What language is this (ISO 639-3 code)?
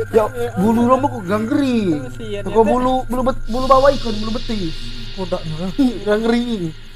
mui